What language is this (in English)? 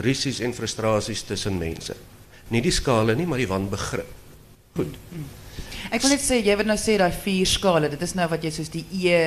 Afrikaans